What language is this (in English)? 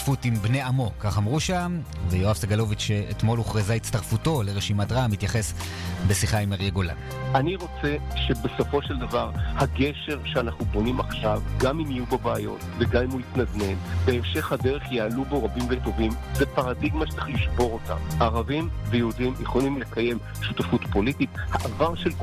Hebrew